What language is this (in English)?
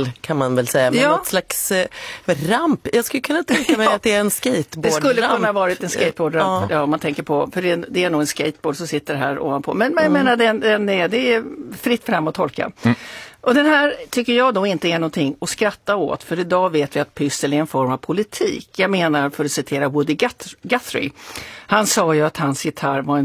Swedish